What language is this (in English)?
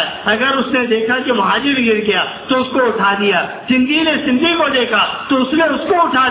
Urdu